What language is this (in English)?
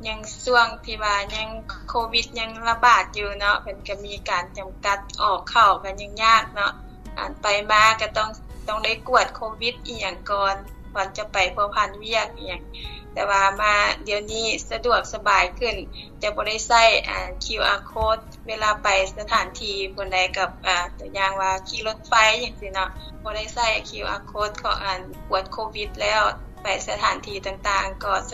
Lao